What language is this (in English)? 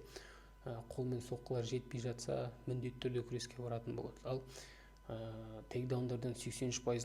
Kazakh